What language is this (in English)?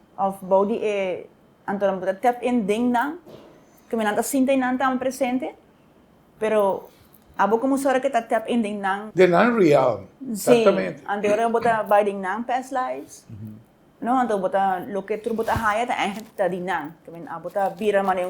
Papiamento